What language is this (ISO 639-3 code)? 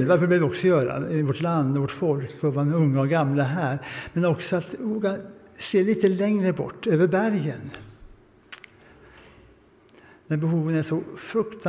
swe